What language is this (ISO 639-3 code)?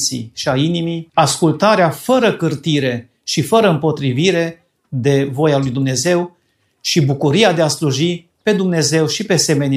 ron